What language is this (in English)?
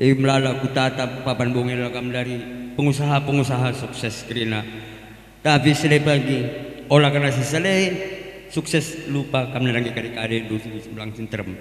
Batak Karo